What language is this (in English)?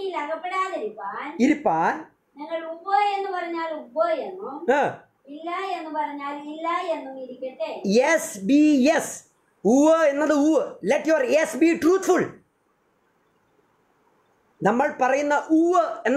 Malayalam